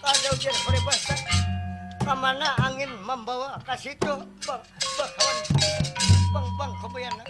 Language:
Banjar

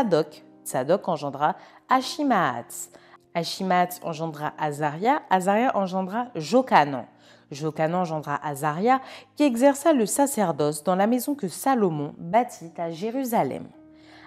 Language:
French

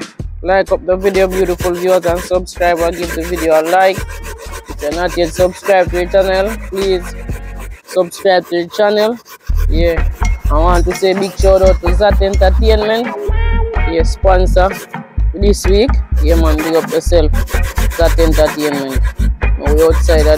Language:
Jamaican Creole English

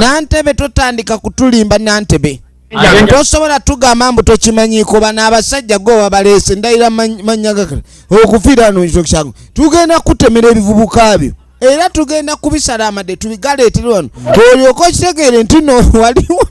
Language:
Ganda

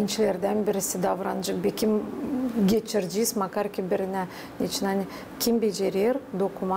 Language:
Gagauz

